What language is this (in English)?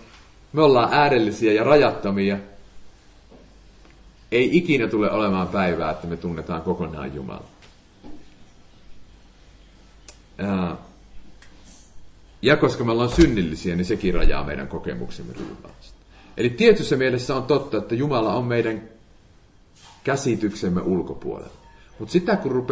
Finnish